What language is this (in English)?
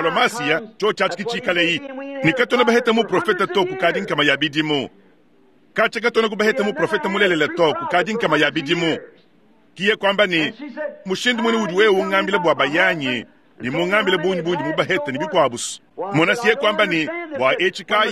Luba-Lulua